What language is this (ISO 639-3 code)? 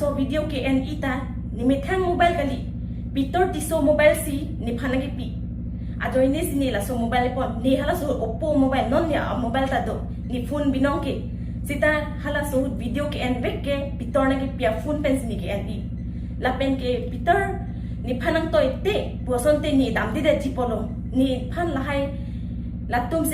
mjw